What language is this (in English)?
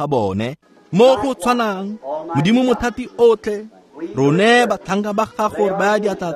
Tswana